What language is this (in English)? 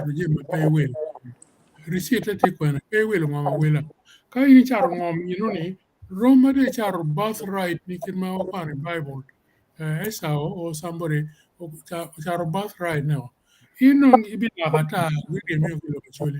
Acoli